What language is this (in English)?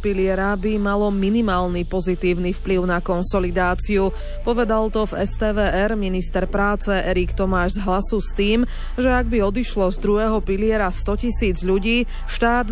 Slovak